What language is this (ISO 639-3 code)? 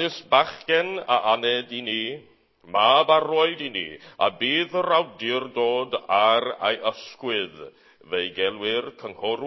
cym